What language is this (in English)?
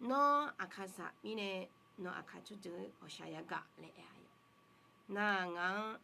Akha